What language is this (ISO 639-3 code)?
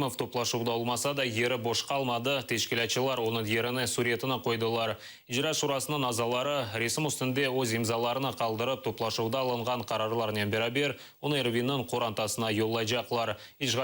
crh